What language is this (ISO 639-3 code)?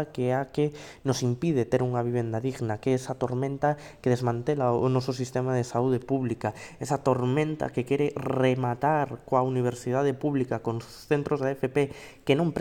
glg